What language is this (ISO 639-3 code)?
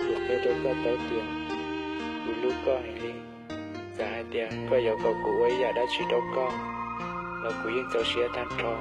hmn